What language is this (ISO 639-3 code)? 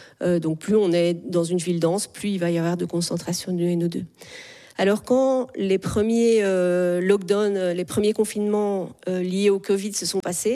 fra